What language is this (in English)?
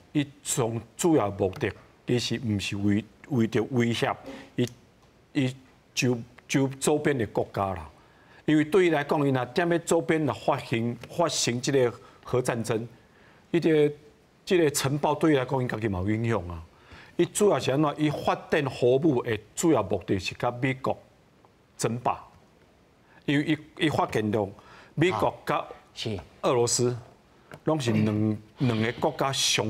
Min Nan Chinese